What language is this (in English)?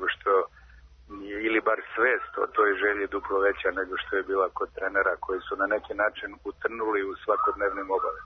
Serbian